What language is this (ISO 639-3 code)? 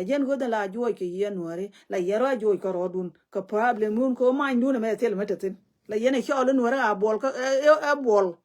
nus